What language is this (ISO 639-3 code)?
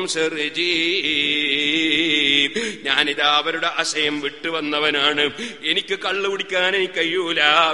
mal